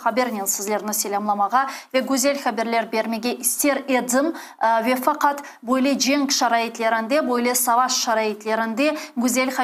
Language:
Crimean Tatar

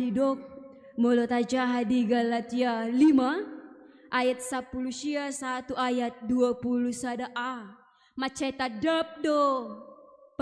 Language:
Batak Toba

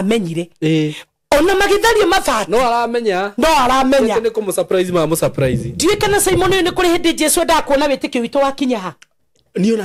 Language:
Kikuyu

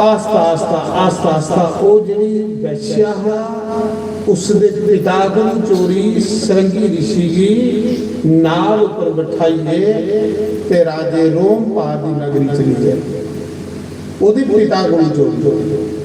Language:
Dogri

